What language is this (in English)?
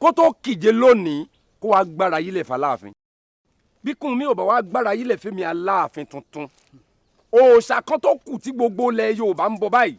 Yoruba